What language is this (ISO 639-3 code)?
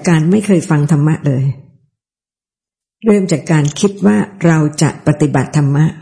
tha